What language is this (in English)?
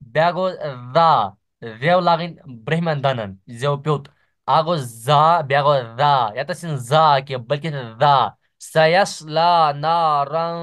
Kashmiri